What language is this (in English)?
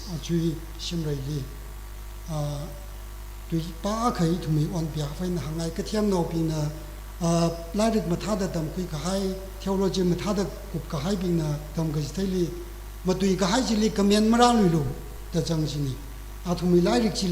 Tangkhul Naga (India)